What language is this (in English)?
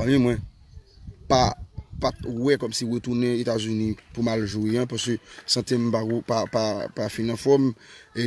Haitian Creole